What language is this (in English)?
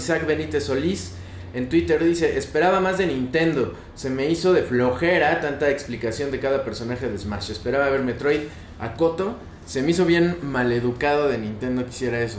Spanish